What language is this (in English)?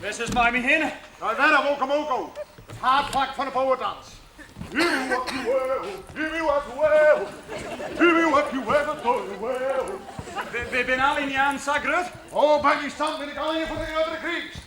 Western Frisian